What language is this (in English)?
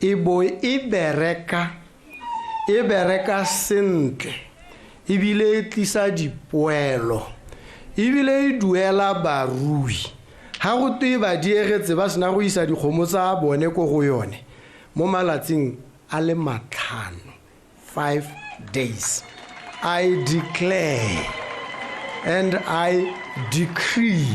Tswana